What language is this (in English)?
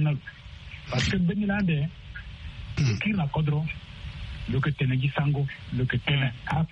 Sango